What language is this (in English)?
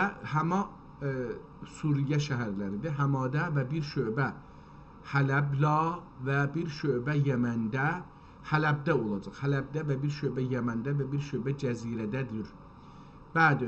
South Azerbaijani